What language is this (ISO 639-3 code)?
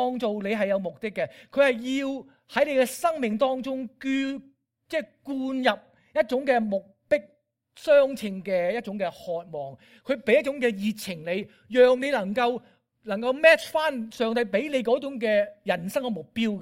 yue